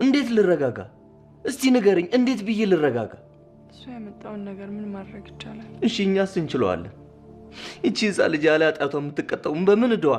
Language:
Amharic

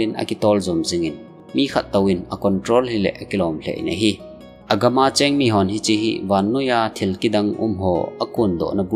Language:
Thado Chin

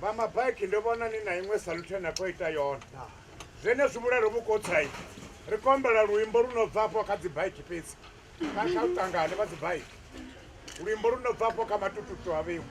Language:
Venda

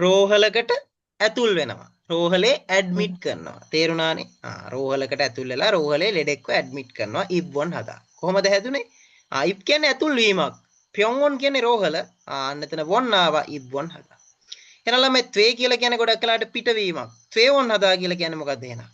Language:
Sinhala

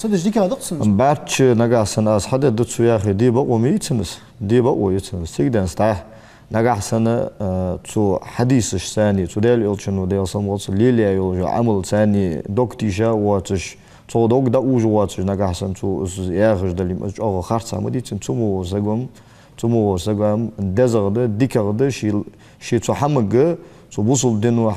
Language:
Ingush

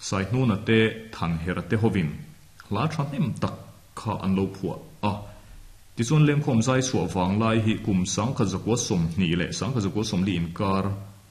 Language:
Mizo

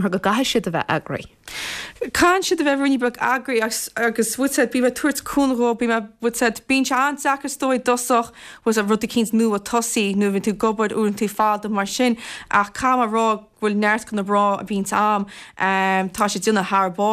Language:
Irish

